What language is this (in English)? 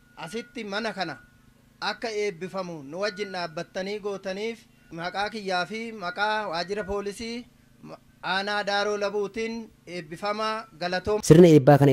Oromo